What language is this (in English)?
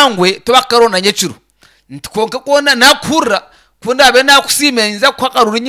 Nyankole